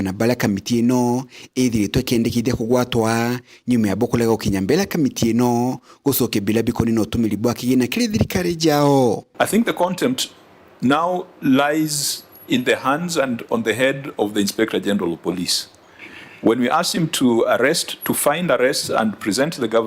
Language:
Meru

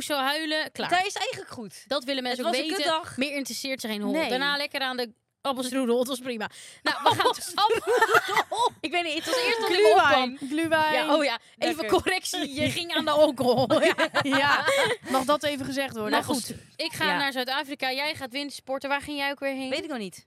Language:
Dutch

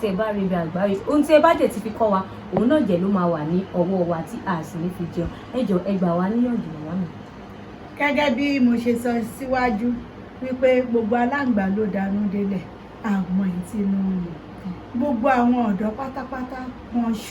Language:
Yoruba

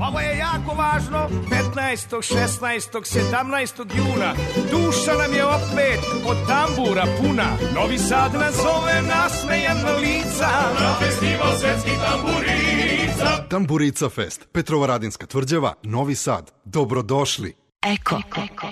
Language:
Serbian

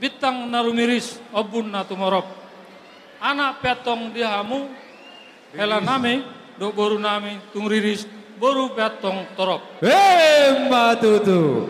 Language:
Batak Toba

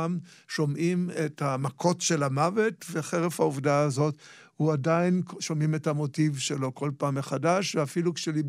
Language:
Hebrew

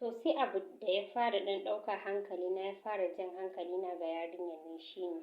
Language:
Hausa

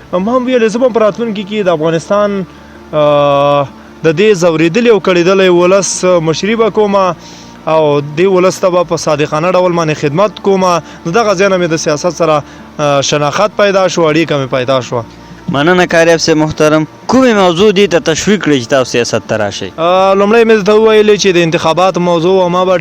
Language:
Pashto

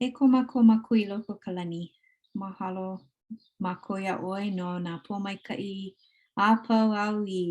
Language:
Hawaiian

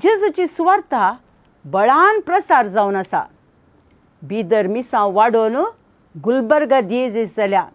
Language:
Konkani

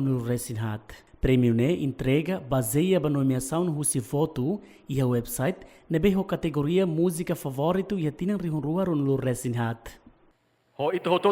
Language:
Tetum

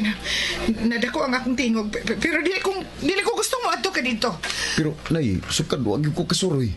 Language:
Cebuano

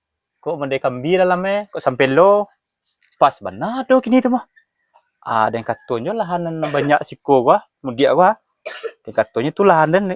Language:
Minangkabau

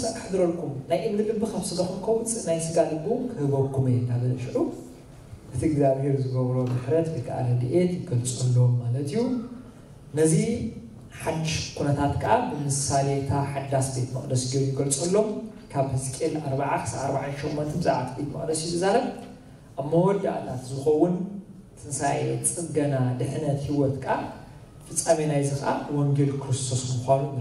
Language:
Tigrinya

